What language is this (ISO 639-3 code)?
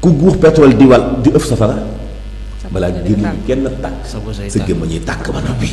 wol